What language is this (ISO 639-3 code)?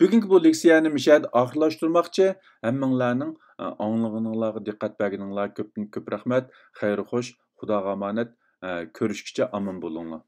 uig